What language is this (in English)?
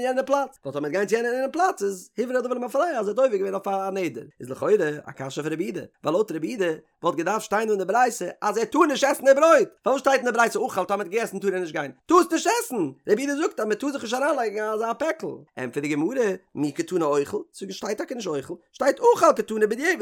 Yiddish